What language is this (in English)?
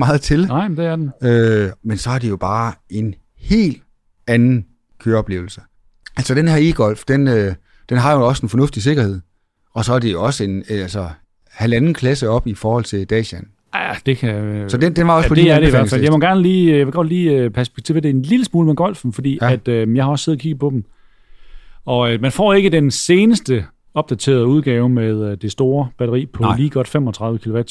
Danish